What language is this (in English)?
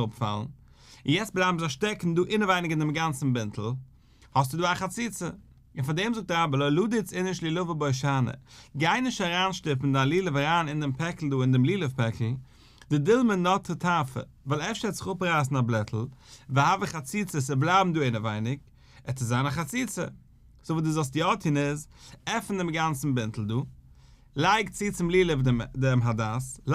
Yiddish